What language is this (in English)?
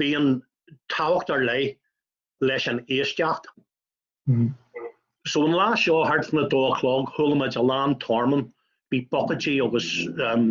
Irish